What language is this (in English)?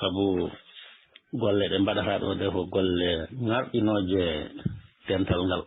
Fula